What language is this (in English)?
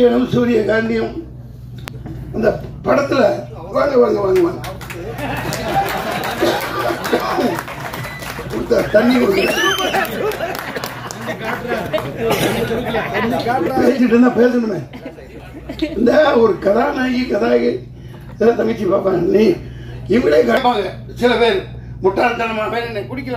Tamil